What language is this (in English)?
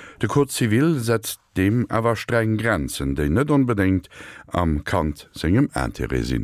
Luxembourgish